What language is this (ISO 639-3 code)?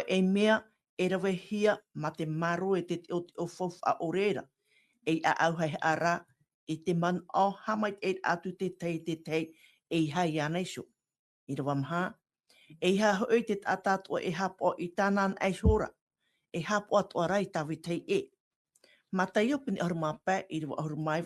tah